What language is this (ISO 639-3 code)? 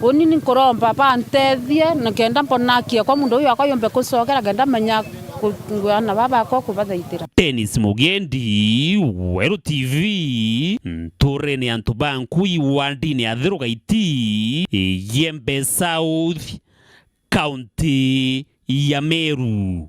mer